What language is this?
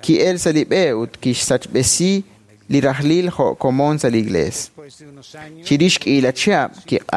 Kekchí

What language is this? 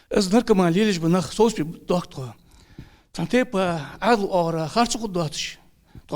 Ingush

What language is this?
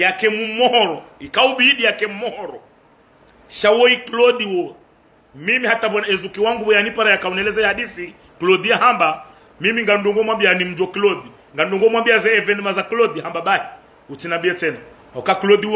Ngazidja Comorian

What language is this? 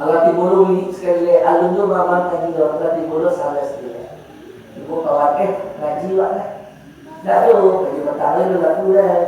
Minangkabau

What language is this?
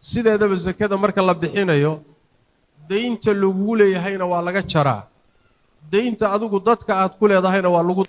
Somali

